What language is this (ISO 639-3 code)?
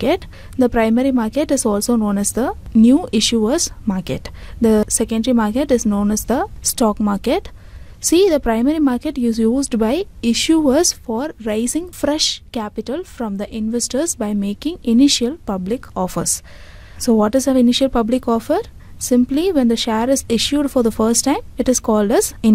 eng